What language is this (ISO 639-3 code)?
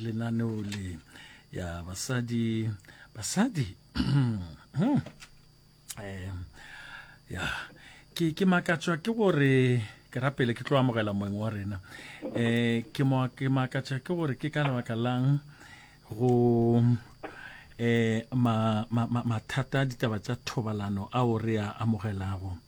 nso